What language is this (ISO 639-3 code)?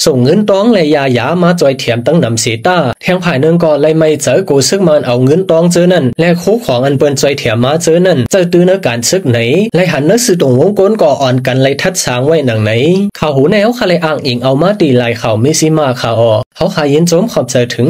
lao